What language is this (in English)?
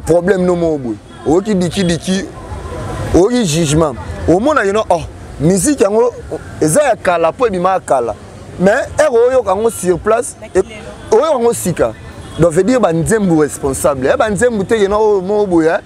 Lingala